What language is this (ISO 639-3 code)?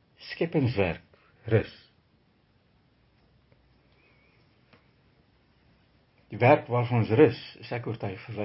afr